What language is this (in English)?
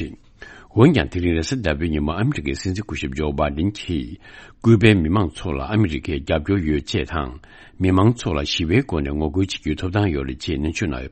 Tibetan